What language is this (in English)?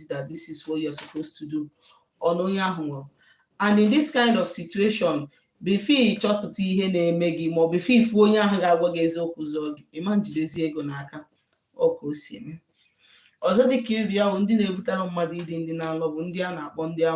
Igbo